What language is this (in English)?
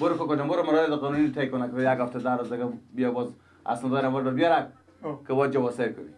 Persian